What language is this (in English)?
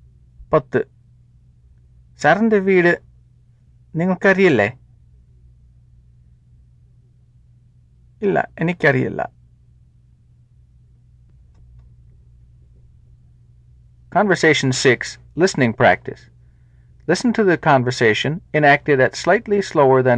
Malayalam